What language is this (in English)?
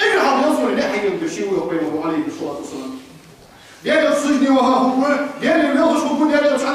Ingush